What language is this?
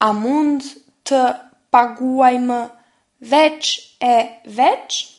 Albanian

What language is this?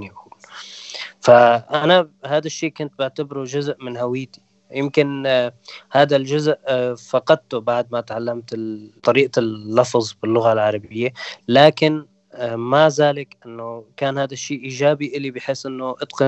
North Levantine Arabic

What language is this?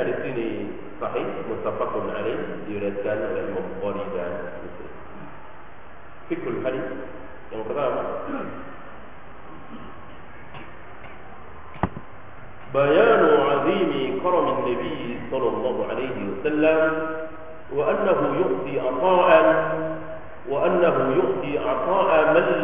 Indonesian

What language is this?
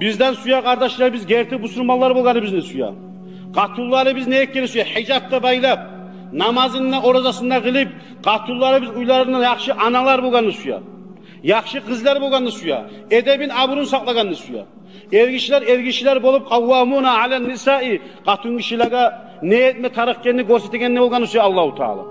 Kumyk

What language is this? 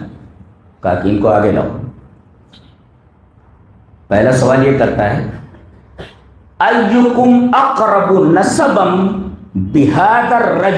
Urdu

